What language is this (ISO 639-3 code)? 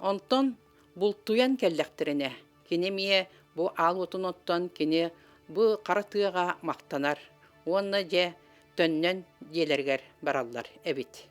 sah